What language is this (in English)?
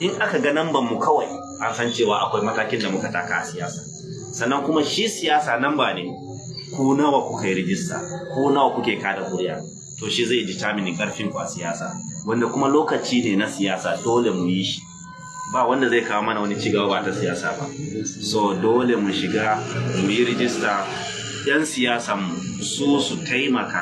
Hausa